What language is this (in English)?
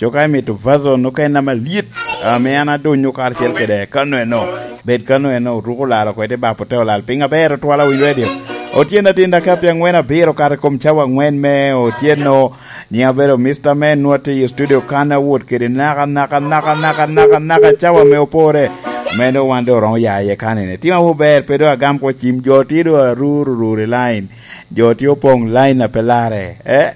Lango (Uganda)